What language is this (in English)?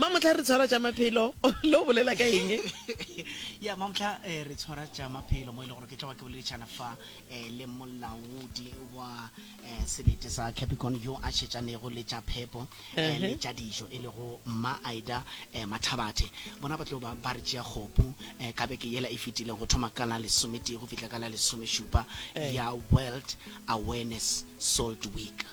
Northern Sotho